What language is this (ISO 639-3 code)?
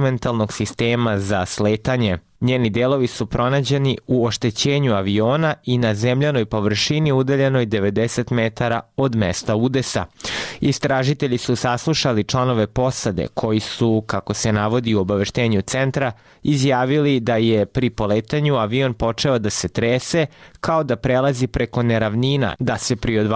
srp